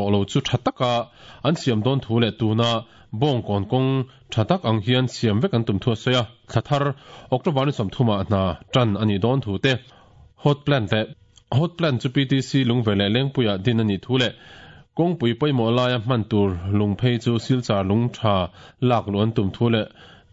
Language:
Mizo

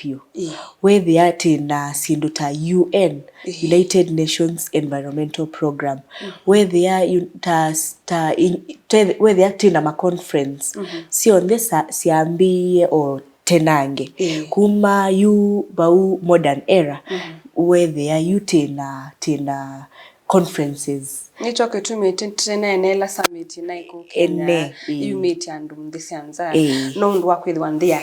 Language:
Kamba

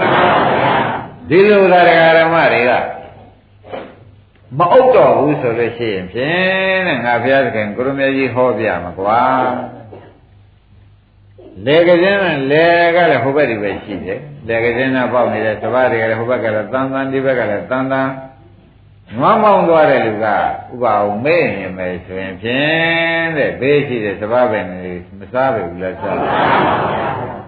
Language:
Burmese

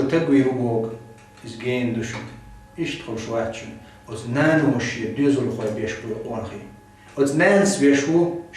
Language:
Chechen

